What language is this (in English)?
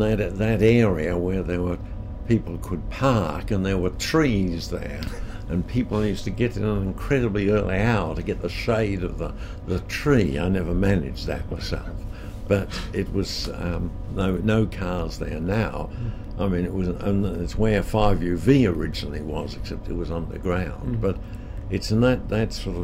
English